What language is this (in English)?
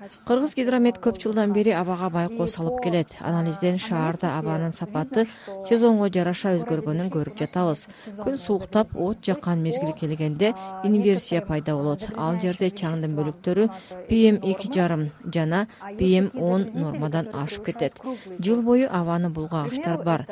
Kyrgyz